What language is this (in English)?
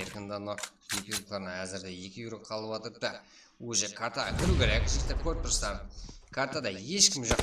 Kara-Kalpak